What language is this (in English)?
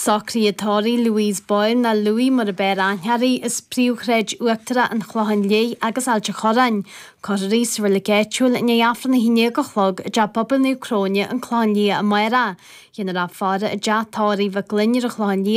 Irish